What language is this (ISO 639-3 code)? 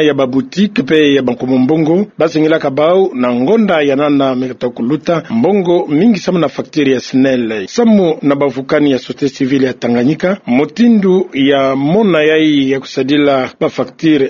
ktu